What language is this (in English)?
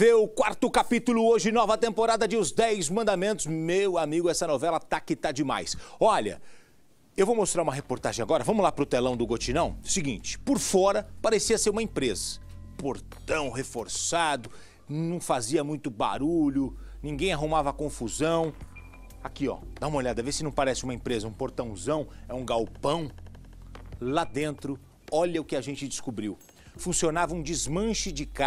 Portuguese